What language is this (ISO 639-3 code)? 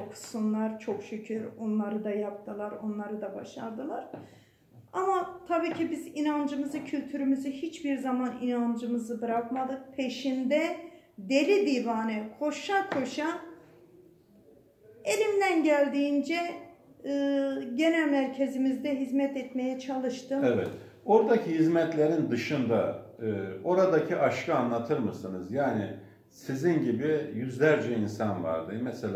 tur